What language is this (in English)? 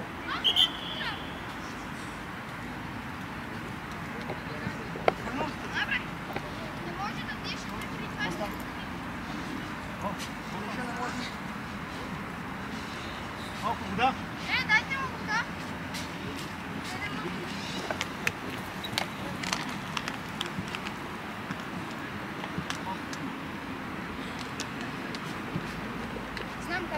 Bulgarian